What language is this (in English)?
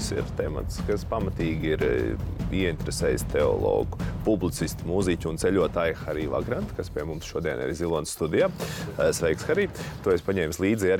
Latvian